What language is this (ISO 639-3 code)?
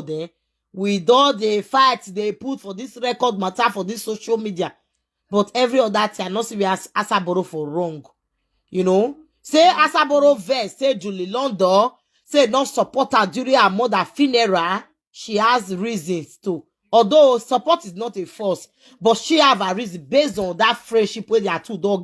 pcm